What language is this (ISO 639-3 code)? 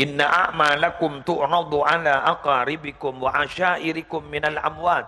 mad